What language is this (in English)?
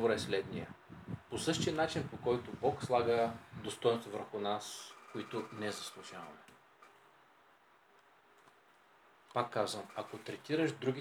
Bulgarian